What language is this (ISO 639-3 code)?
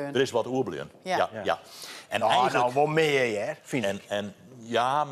fry